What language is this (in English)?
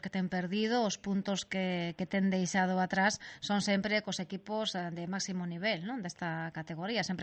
Galician